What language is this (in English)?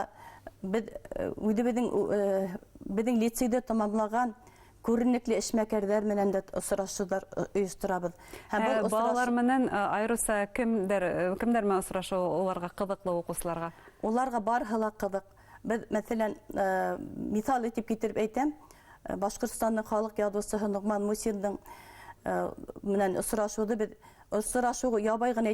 Bashkir